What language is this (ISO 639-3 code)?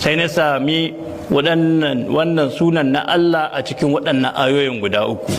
hau